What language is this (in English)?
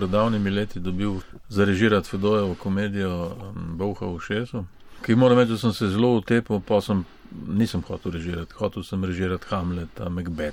Slovenian